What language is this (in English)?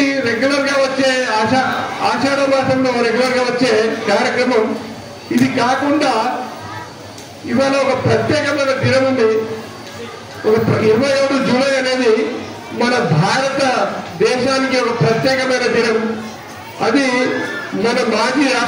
Telugu